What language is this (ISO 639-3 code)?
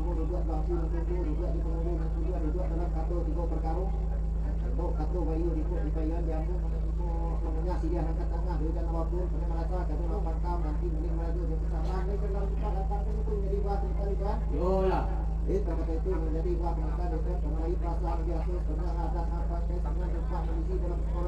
min